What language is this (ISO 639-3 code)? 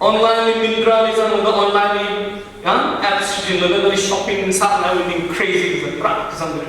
nmf